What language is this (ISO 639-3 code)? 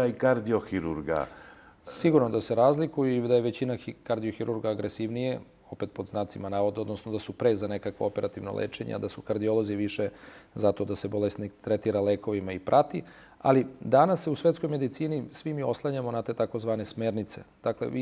srp